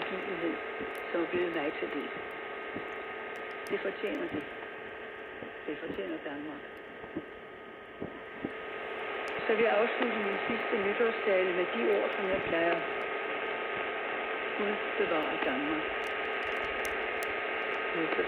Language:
Danish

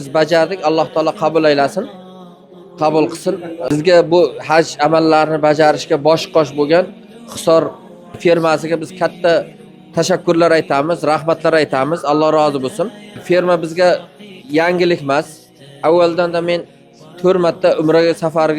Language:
Uzbek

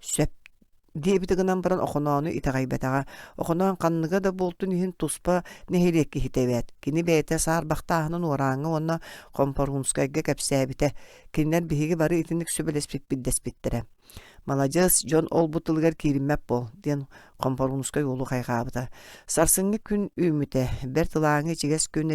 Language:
Yakut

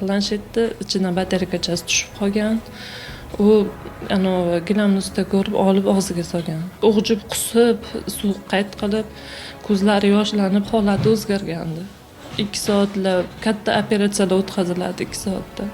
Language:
Uzbek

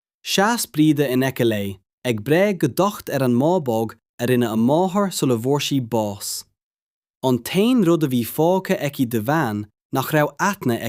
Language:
Irish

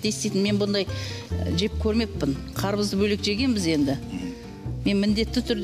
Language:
Kazakh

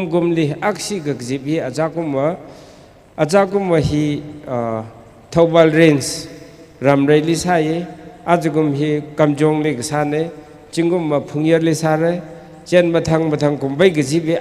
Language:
Tangkhul Naga (India)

